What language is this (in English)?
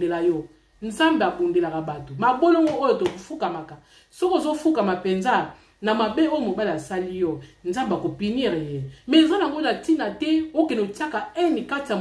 Lingala